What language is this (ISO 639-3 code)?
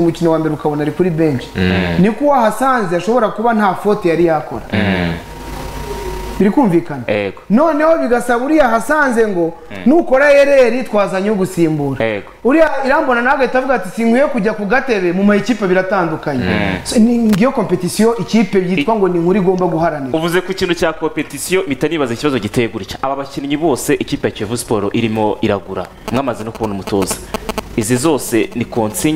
kin